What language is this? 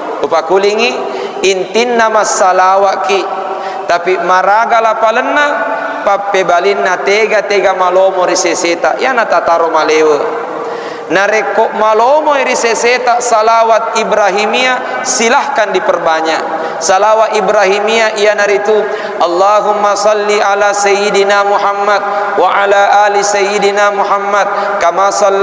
Buginese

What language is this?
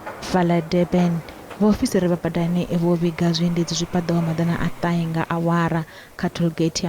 Venda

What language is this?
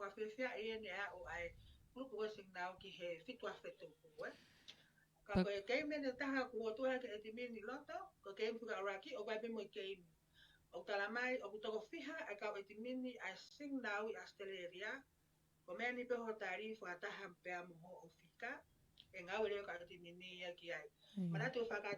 Tongan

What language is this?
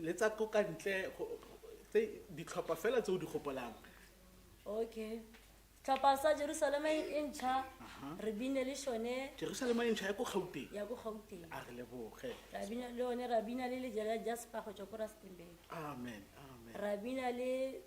Tswana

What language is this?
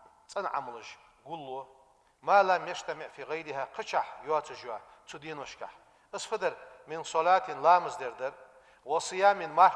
Ingush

